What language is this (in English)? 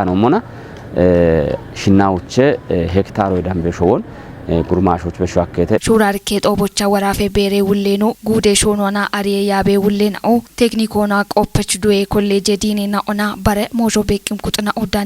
Kafa